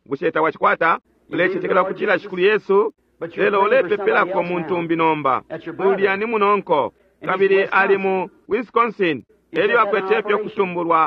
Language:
Bemba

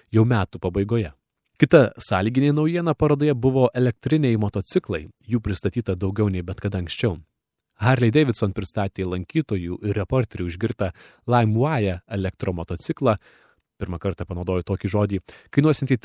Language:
Lithuanian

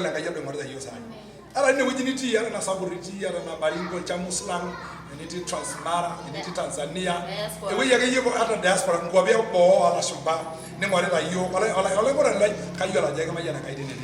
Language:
Masai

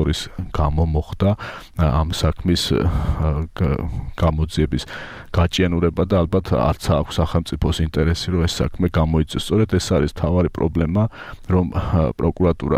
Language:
Georgian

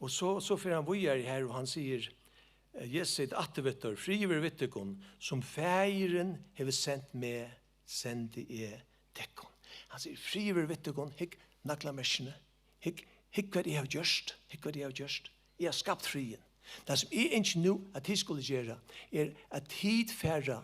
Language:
Faroese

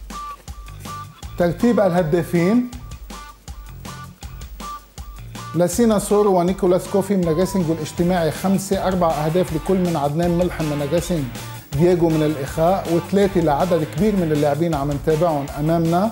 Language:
North Levantine Arabic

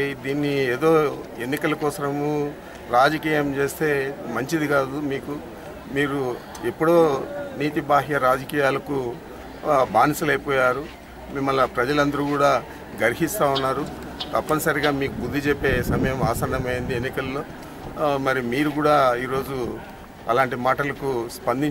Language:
Telugu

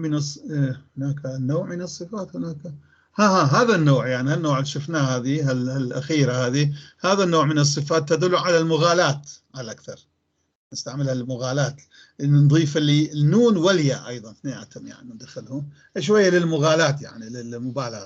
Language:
North Levantine Arabic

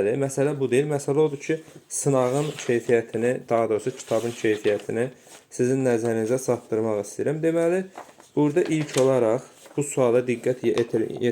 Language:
Azerbaijani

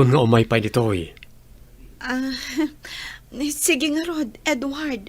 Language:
Iloko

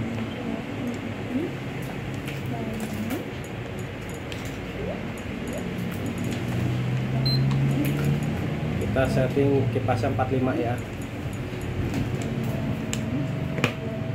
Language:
Indonesian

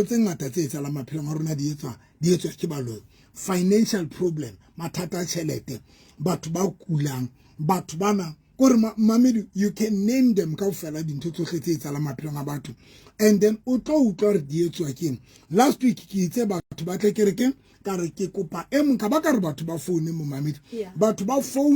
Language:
Southern Sotho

